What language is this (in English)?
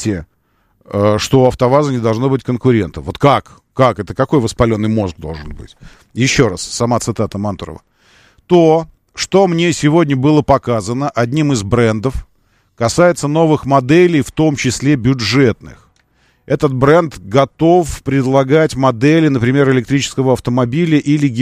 Russian